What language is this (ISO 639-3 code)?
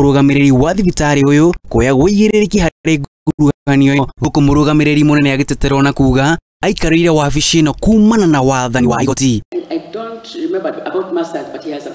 kik